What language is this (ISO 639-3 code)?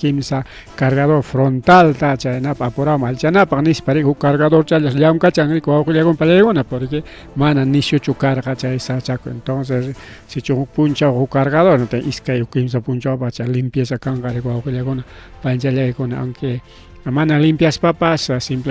quy